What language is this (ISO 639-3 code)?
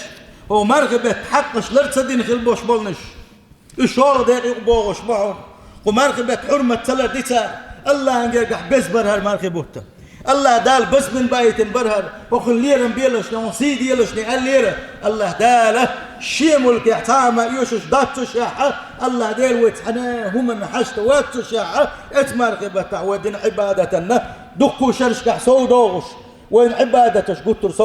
che